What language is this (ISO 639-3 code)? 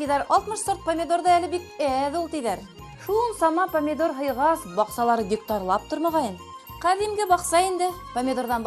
bak